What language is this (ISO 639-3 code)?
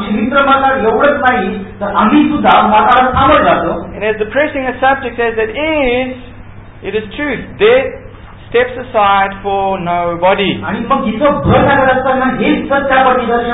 mar